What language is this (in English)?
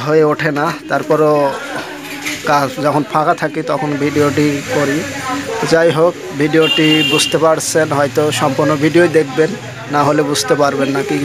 Bangla